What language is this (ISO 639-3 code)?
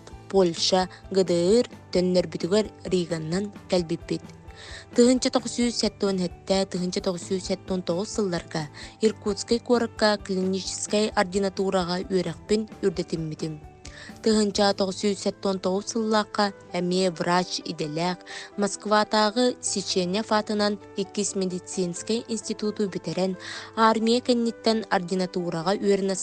sah